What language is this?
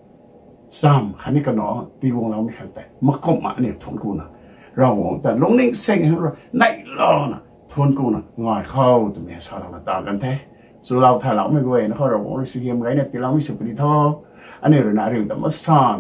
Rongmei Naga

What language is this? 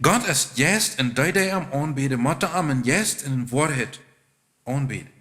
Plautdietsch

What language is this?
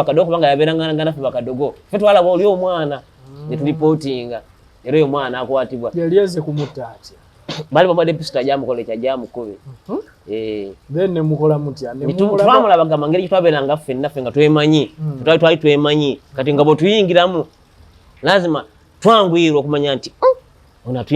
Ganda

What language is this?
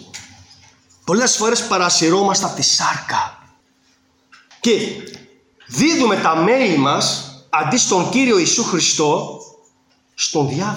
Greek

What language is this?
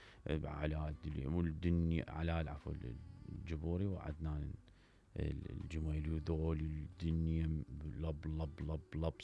Mesopotamian Arabic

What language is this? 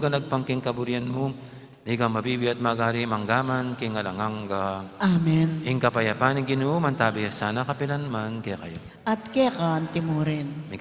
Pampanga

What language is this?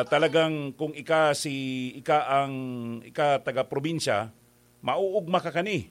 Bikol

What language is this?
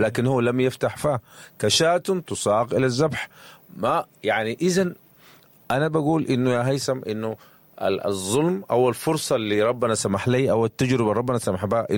Sudanese Arabic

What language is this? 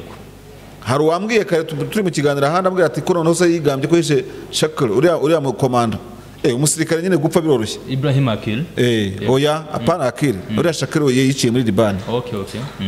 Kinyarwanda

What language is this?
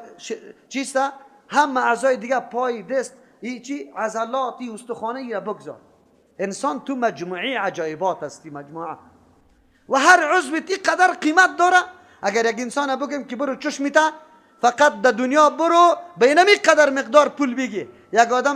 Persian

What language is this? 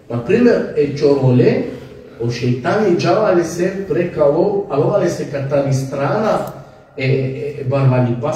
Balkan Romani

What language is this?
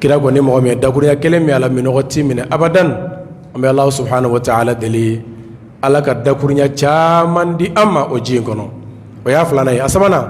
Bambara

